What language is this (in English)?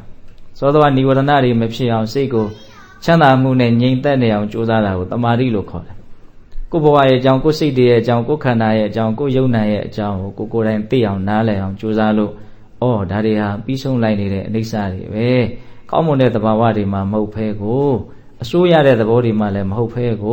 Burmese